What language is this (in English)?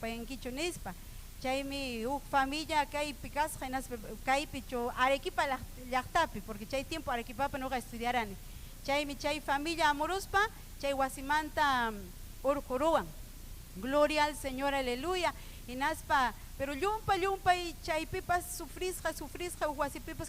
Ayacucho Quechua